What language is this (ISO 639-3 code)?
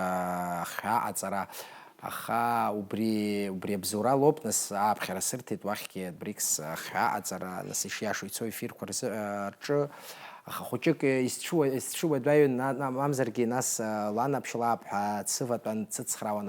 abk